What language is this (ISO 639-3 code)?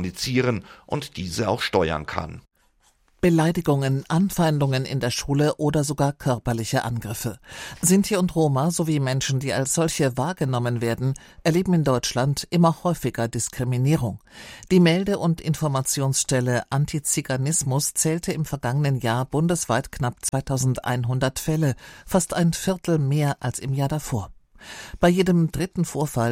deu